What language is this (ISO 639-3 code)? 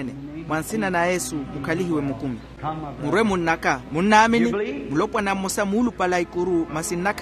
vmw